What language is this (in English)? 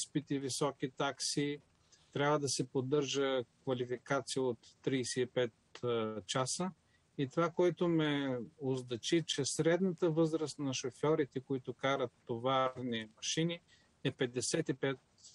Bulgarian